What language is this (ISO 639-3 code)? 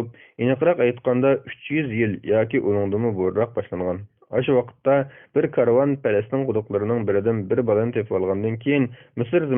uig